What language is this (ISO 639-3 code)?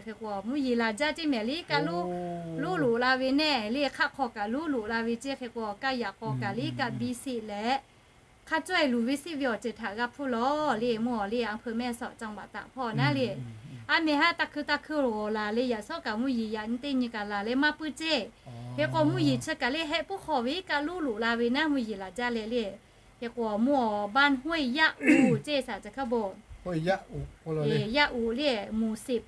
lhu